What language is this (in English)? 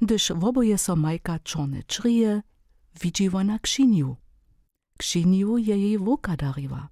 Upper Sorbian